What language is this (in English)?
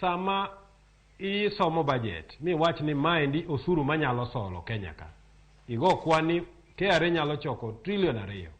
Luo (Kenya and Tanzania)